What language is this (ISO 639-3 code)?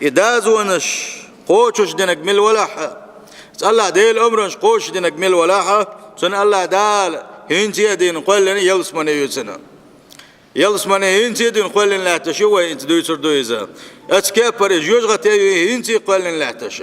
che